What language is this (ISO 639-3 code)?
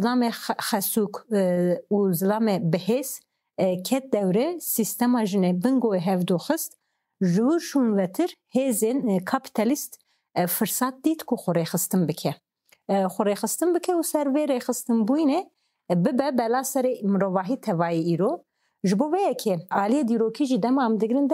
kur